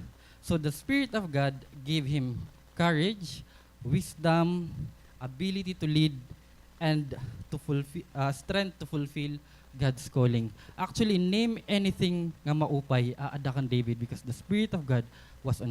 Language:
Waray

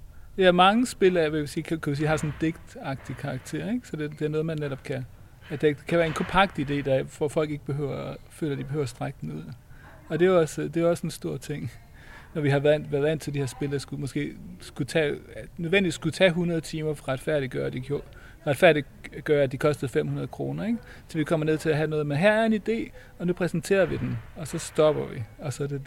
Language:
Danish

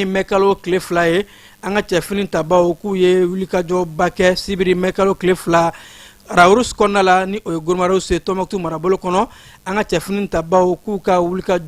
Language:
Bambara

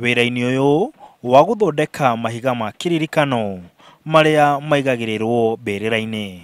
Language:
Kikuyu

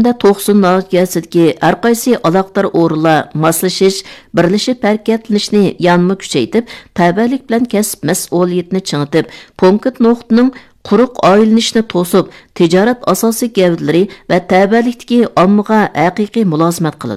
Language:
Uyghur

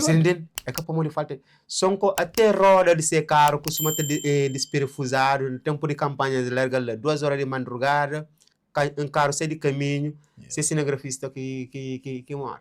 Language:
Kabuverdianu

